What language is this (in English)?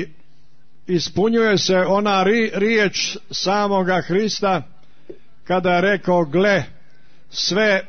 Serbian